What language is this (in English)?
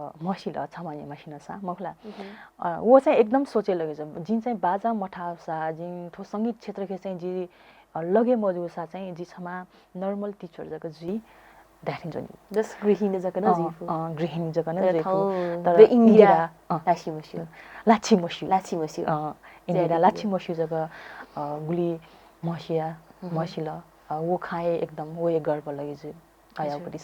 Newari